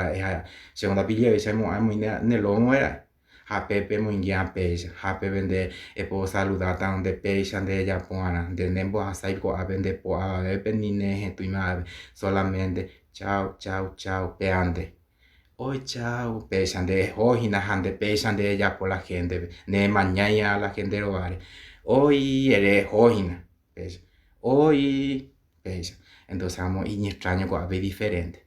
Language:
Guarani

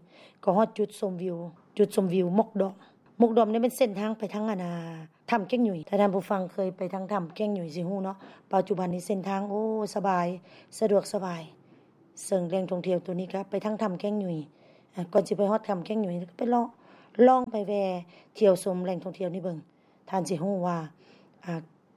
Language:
Lao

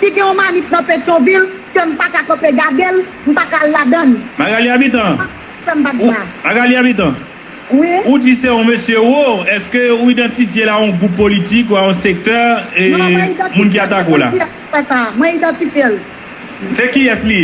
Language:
Haitian Creole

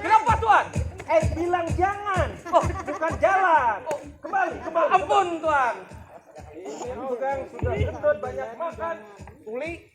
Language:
Banjar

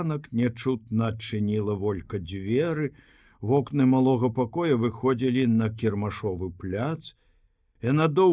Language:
Belarusian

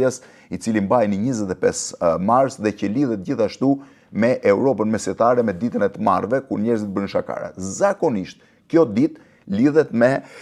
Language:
Albanian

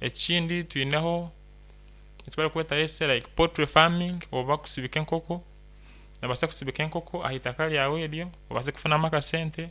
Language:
Nyankole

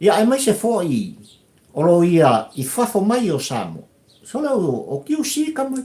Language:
Samoan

